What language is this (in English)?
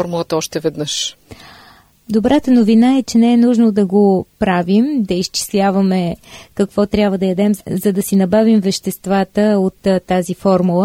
Bulgarian